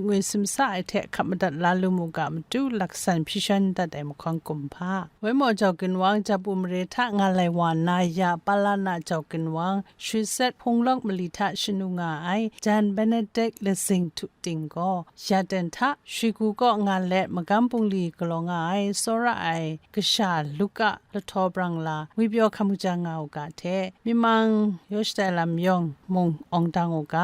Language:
Kachin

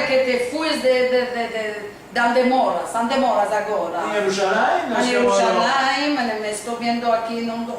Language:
Ladino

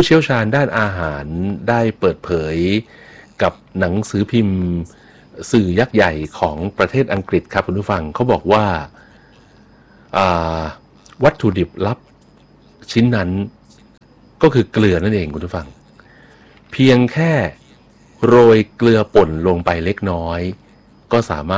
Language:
Thai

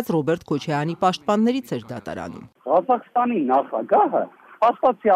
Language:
Armenian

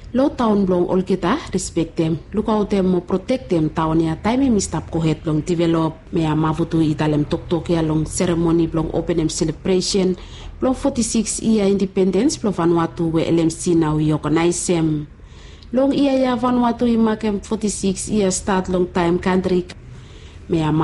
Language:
Bislama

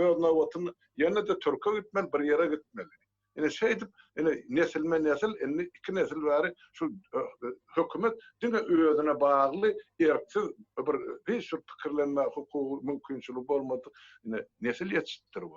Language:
Turkmen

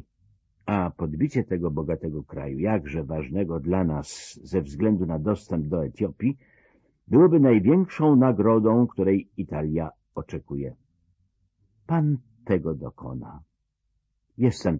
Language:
Polish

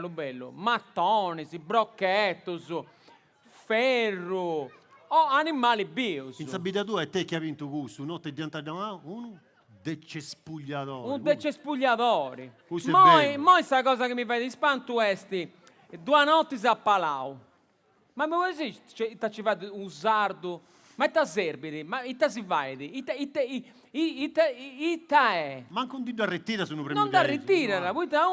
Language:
Sardinian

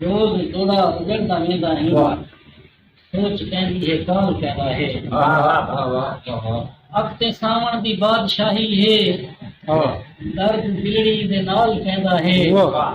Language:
Saraiki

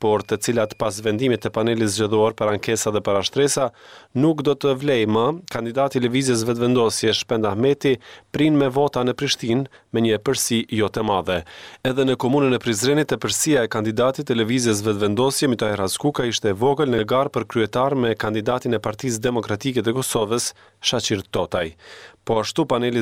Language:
Albanian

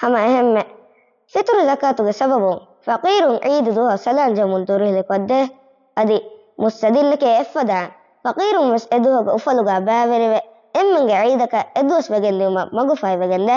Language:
Divehi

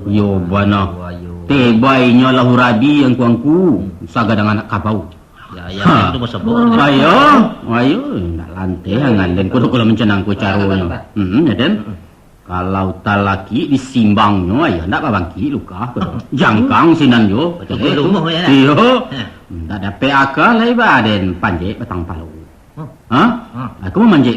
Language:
Minangkabau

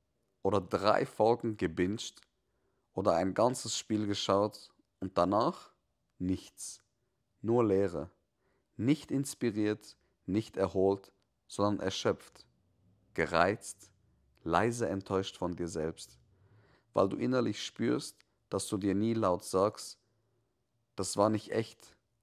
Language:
Swiss German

